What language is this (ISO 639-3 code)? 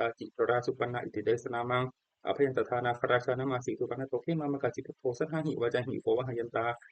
pli